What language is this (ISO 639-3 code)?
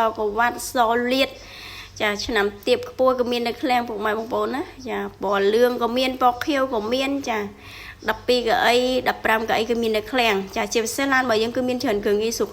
khm